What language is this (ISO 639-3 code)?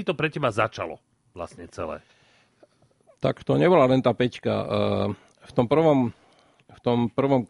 slk